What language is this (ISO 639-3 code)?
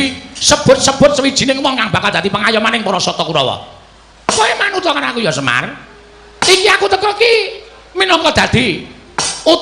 jav